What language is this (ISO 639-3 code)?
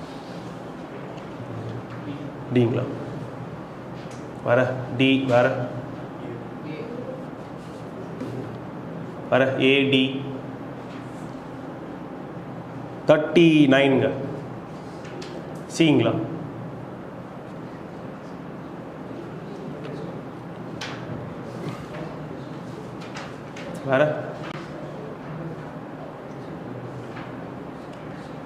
tam